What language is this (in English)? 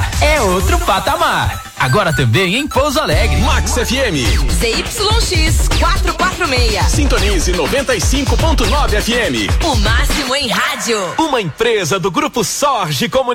Portuguese